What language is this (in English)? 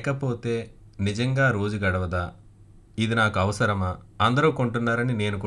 Telugu